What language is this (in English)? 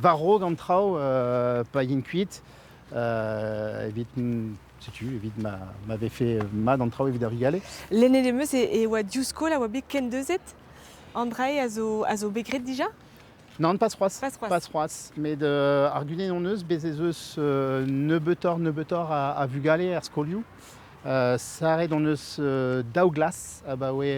Breton